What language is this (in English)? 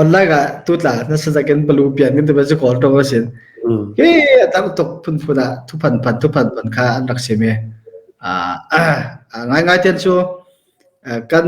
Falam Chin